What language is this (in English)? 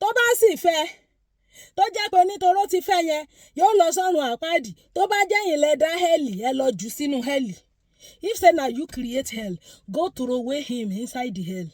Yoruba